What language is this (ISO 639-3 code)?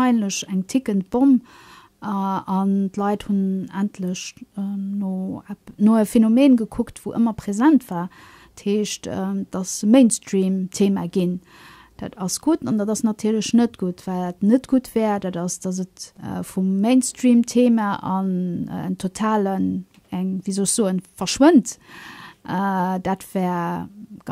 ltz